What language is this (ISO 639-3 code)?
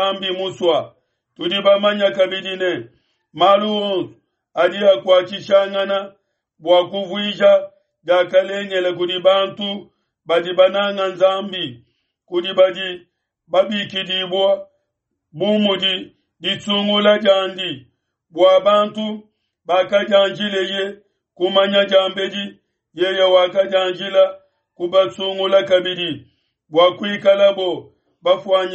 lua